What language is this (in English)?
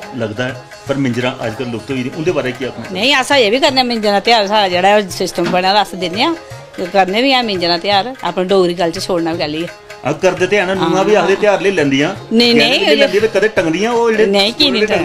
Dogri